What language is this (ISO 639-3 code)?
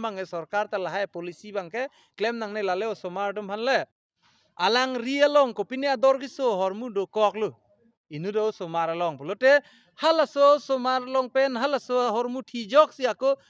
mjw